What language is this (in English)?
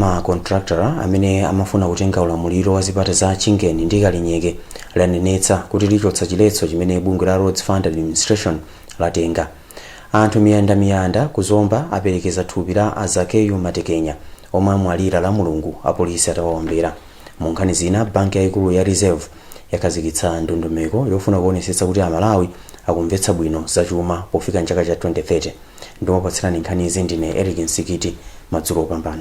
Nyanja